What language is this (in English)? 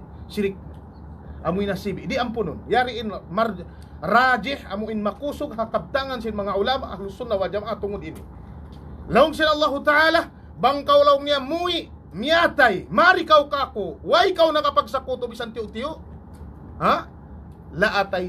Tausug